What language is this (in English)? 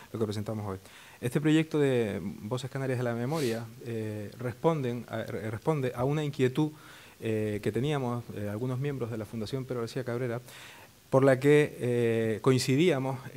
Spanish